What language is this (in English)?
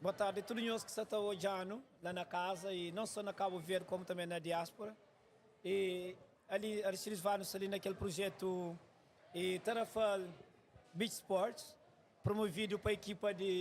Kabuverdianu